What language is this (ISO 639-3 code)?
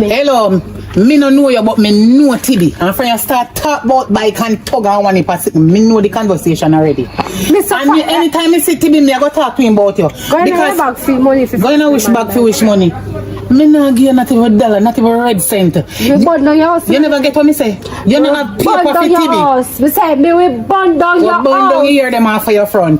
jam